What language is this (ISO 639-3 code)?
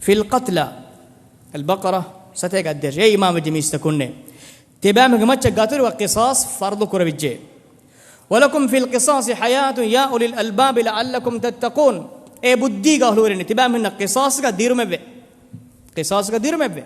div